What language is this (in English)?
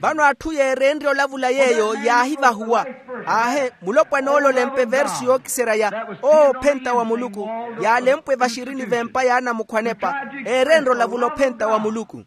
Makhuwa